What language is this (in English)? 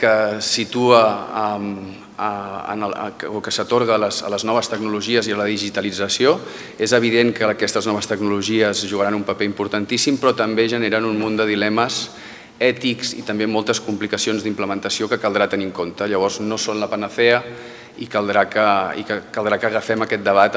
Catalan